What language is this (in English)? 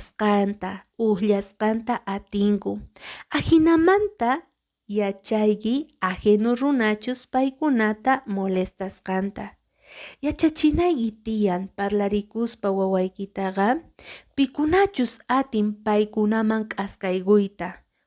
Quechua